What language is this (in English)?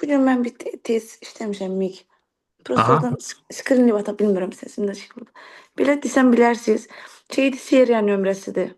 Azerbaijani